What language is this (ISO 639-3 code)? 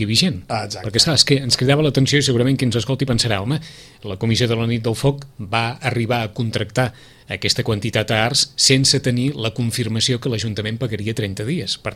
cat